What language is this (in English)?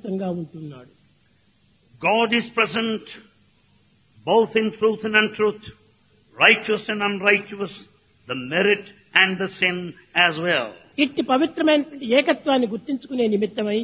Telugu